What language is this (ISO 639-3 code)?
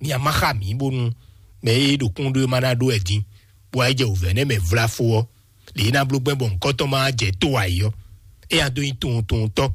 fon